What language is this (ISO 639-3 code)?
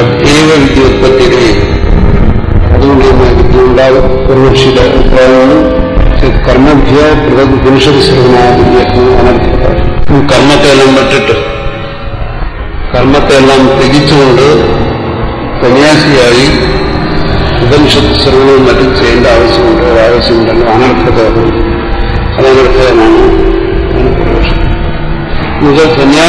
mal